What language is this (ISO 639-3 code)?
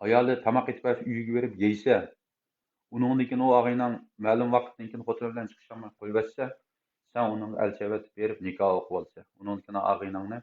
uig